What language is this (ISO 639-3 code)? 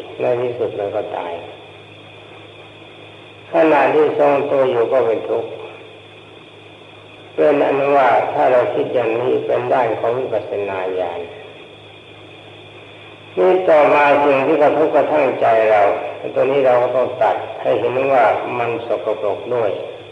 tha